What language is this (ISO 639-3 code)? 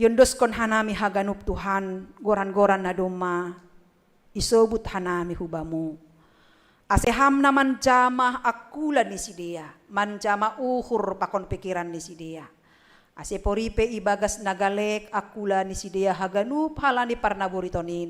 bts